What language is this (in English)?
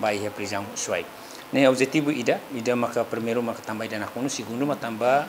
Tetum